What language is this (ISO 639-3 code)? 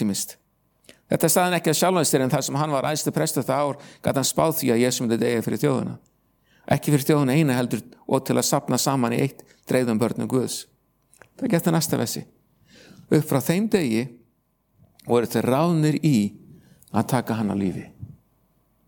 isl